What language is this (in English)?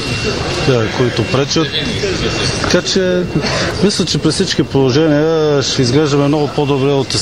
Bulgarian